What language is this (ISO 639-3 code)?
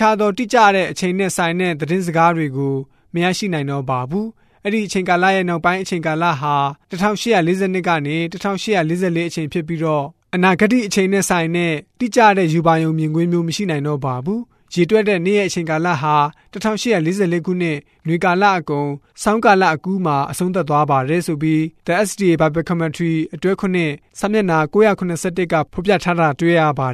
mya